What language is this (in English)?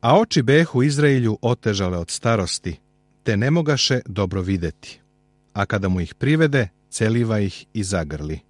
Serbian